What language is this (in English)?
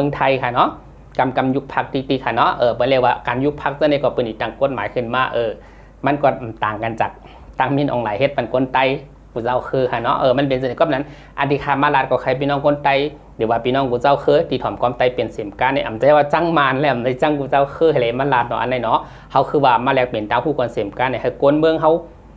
Shan